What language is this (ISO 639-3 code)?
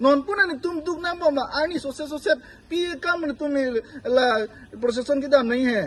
mjw